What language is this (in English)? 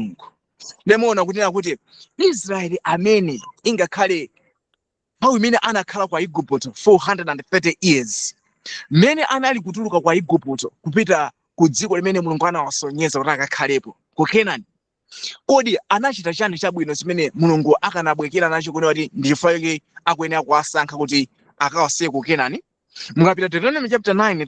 Nyanja